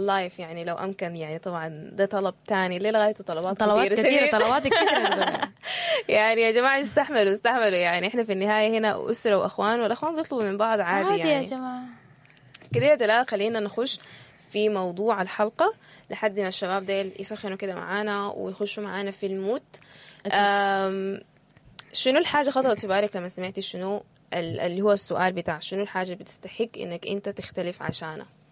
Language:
Sudanese Arabic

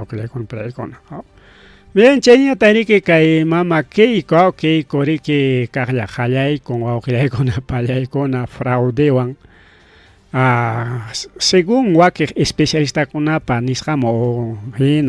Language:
Ayacucho Quechua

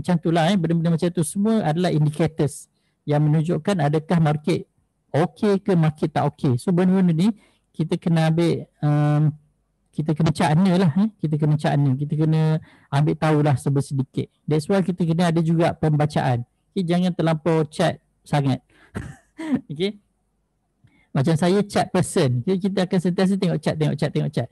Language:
Malay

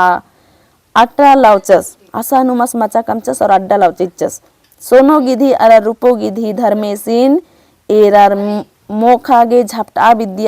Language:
Kurukh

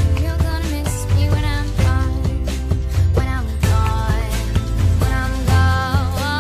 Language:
English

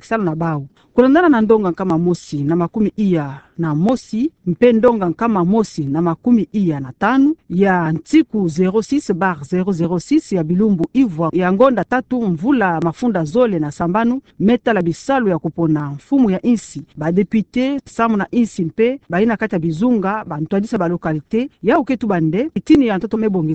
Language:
Kituba (Democratic Republic of Congo)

